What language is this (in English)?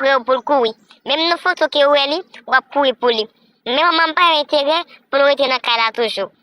Haitian Creole